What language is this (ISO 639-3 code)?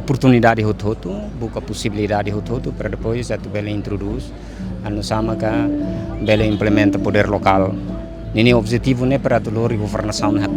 tet